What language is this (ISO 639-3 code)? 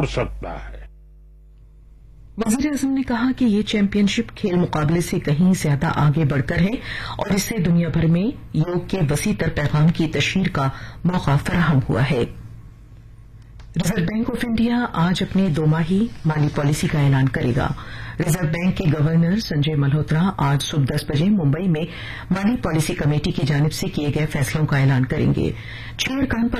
urd